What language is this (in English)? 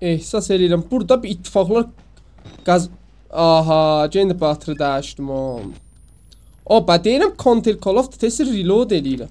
South Azerbaijani